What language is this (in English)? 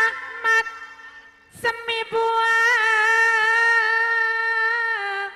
Madurese